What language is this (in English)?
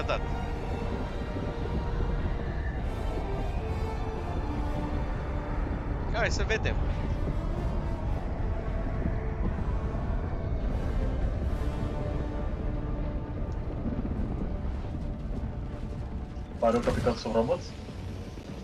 Romanian